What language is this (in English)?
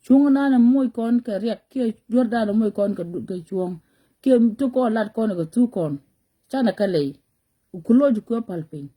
Nuer